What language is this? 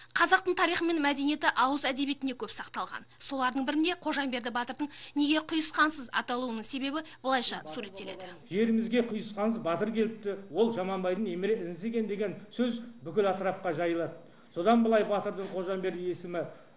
Kazakh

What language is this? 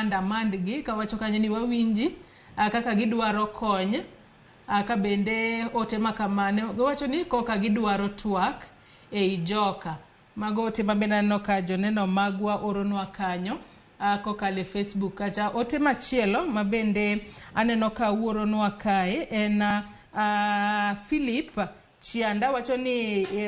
Luo (Kenya and Tanzania)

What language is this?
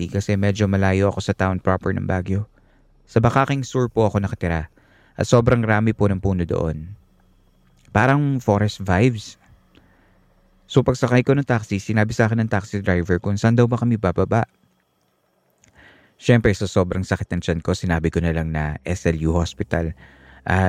Filipino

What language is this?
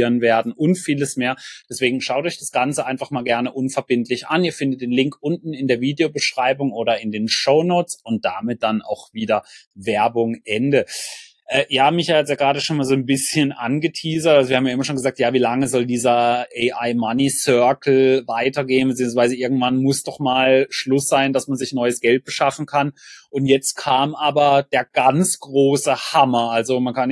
German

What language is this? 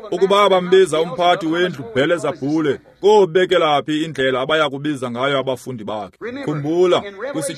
Xhosa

